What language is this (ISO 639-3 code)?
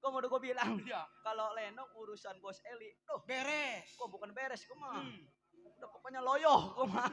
bew